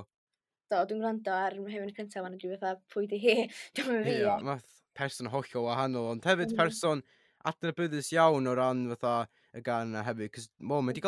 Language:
Welsh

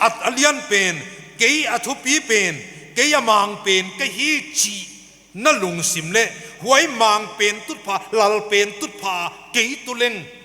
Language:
Paite Chin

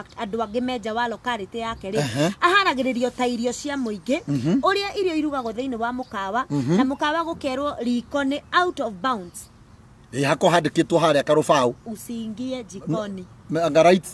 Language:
Kikuyu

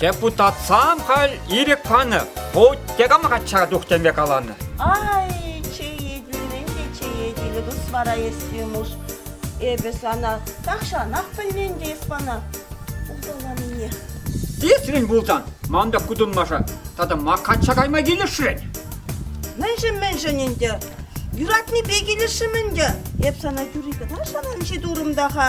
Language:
Chuvash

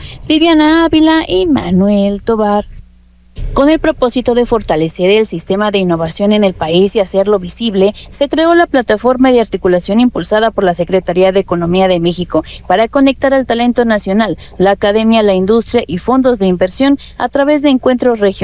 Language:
Spanish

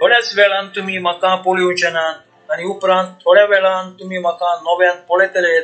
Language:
Konkani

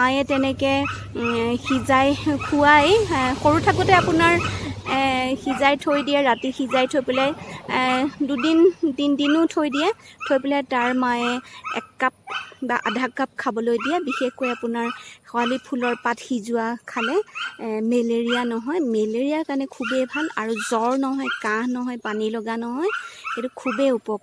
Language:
Assamese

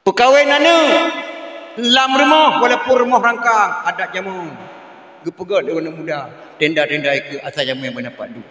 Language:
Achinese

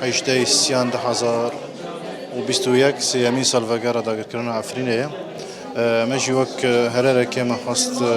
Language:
Kurdish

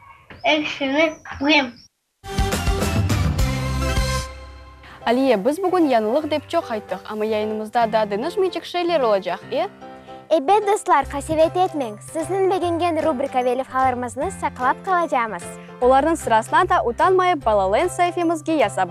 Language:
Crimean Tatar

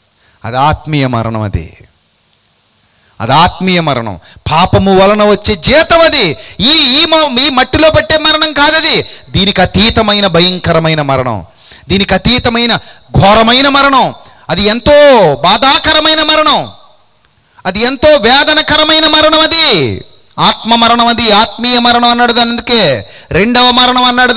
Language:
Telugu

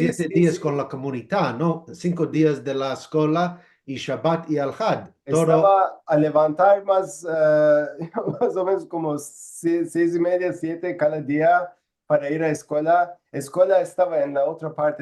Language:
Ladino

